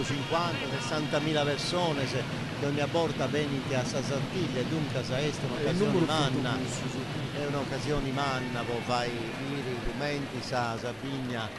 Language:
Sardinian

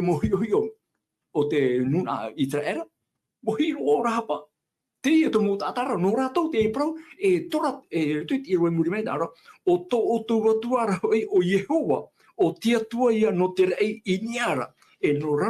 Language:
Tahitian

